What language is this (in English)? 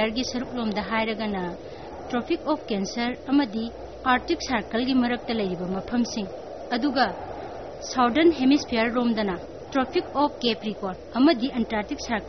Manipuri